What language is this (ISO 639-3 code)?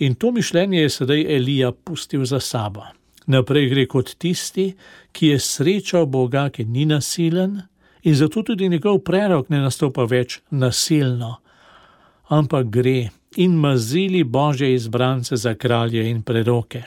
slv